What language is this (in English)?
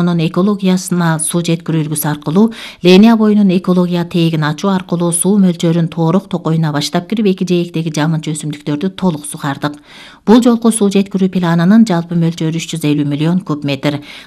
Kyrgyz